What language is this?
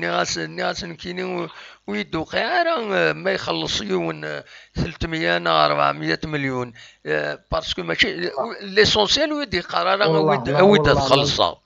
Kabyle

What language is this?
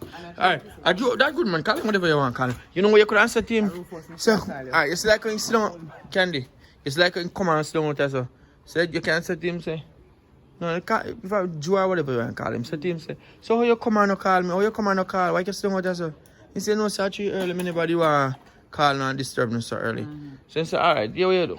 Jamaican Creole English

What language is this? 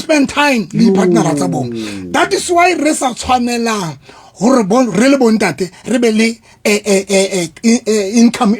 Southern Sotho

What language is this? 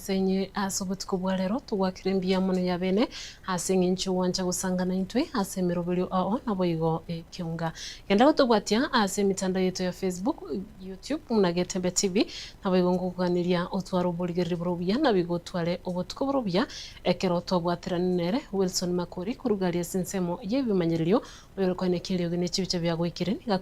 Gusii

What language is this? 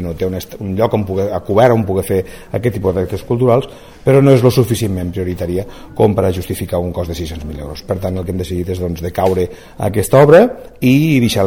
Catalan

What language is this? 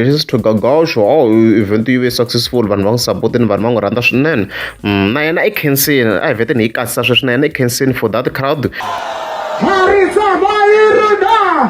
Tsonga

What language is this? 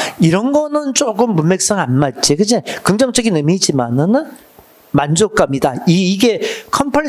Korean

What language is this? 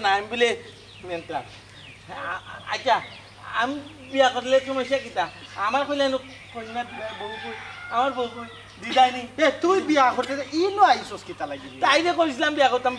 Sylheti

